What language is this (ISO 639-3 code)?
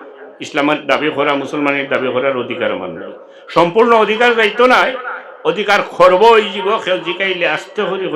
syl